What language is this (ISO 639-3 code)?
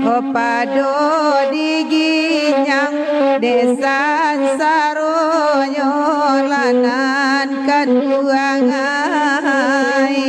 min